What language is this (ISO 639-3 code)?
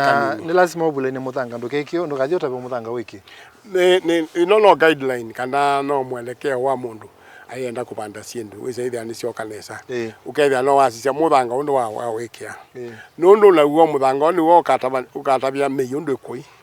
kam